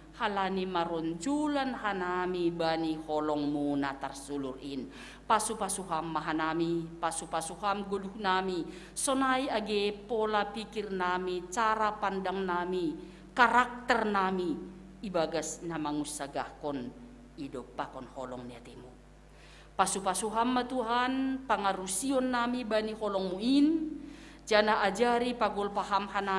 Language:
Batak Simalungun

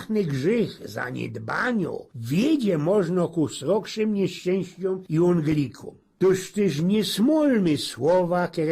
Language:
Silesian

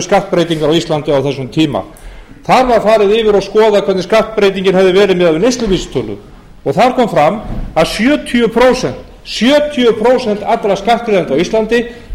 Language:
Icelandic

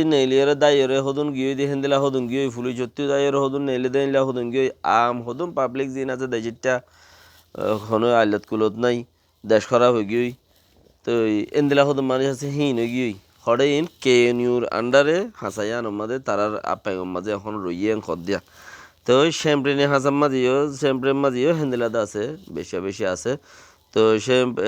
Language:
Rohingya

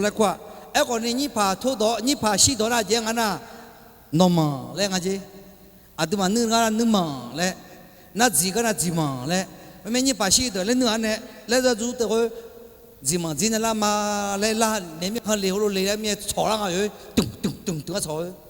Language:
Akha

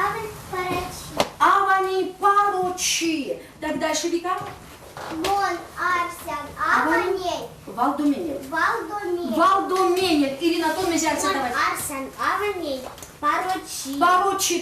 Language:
Erzya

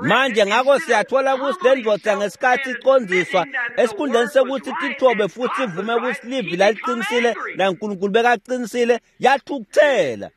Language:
Swati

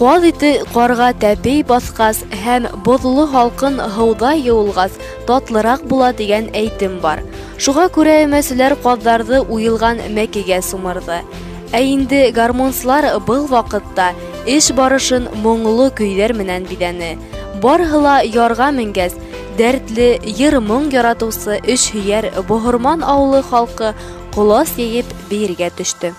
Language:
Bashkir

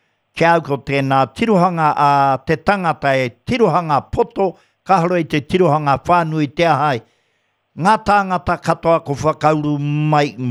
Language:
Māori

